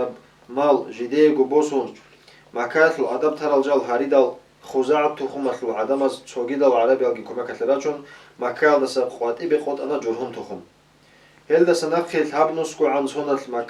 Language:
Avaric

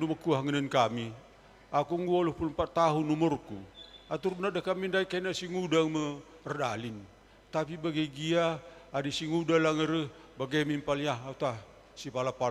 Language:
Batak Karo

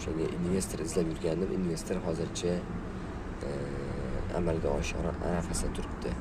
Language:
Uzbek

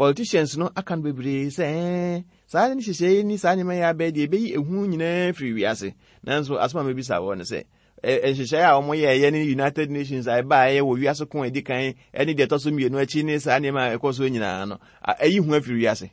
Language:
Akan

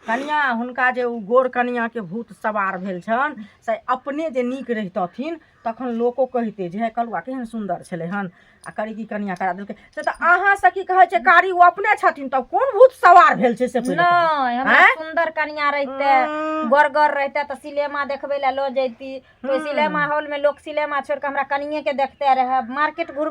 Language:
Maithili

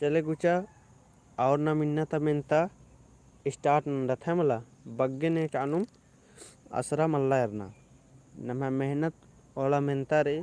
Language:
Kurukh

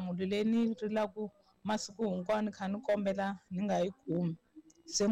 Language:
Tsonga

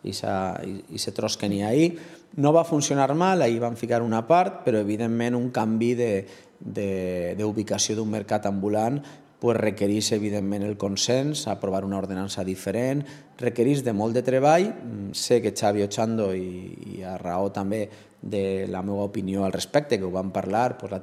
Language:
Catalan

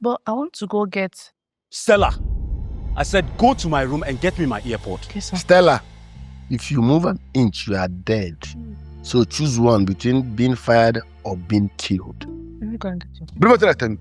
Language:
Nigerian Pidgin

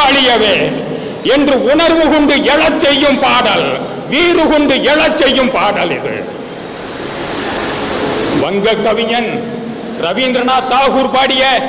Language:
Tamil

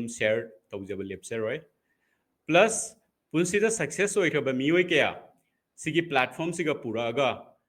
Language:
Manipuri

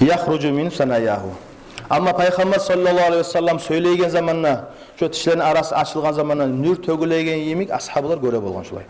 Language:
Kumyk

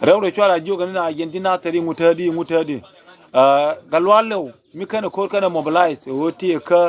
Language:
Nuer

